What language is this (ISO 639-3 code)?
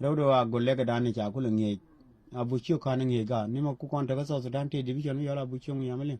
nus